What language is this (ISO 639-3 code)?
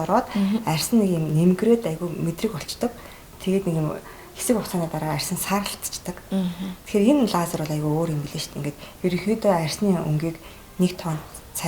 mon